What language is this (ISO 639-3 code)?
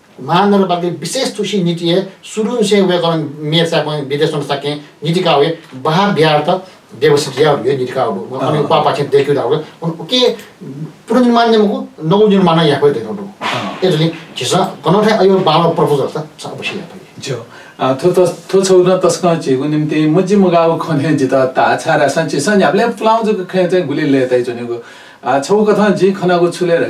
new